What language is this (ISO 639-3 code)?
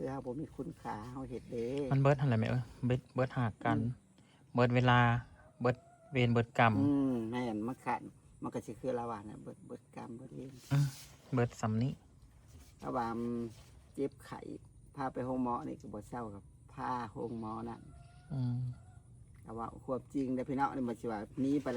tts